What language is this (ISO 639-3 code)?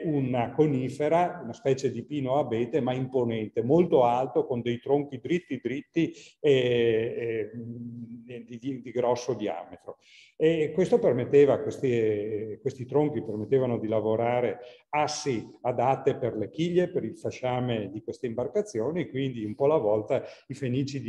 ita